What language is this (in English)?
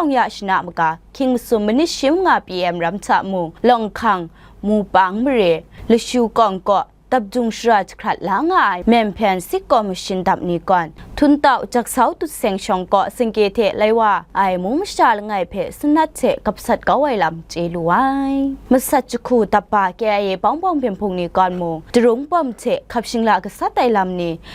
Kachin